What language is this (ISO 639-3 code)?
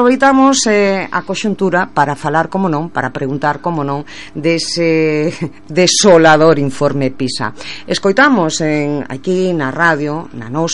glg